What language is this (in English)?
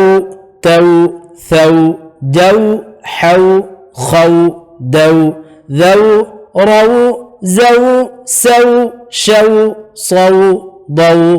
Divehi